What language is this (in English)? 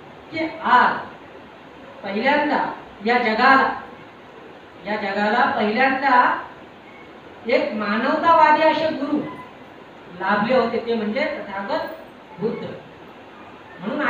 Marathi